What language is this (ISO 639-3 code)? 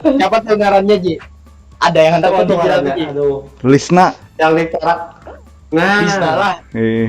bjn